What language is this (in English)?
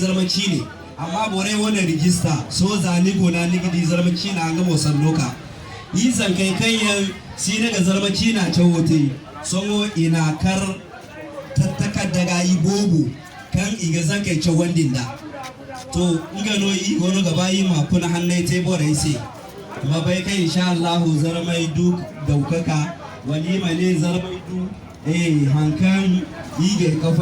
Zarma